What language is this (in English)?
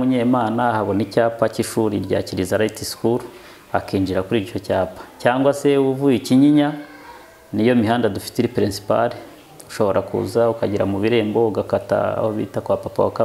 Kinyarwanda